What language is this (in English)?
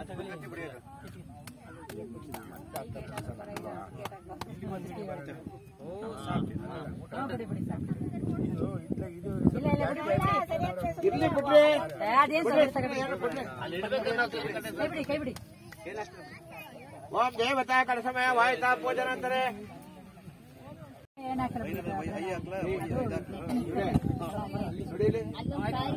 Kannada